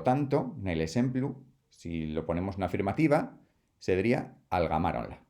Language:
Asturian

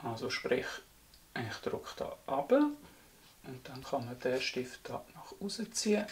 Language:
Swiss German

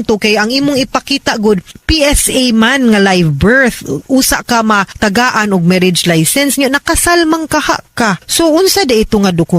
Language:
Cebuano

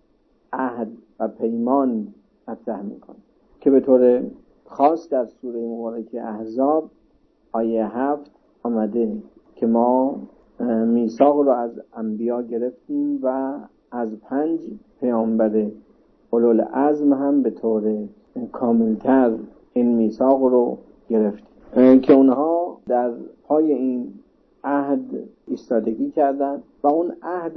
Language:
Persian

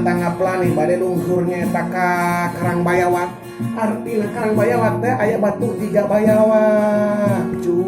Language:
Sundanese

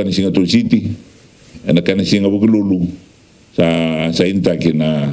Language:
Fijian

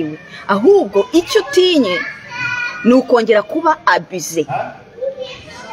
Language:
Kinyarwanda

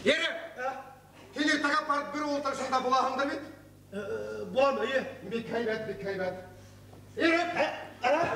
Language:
Bashkir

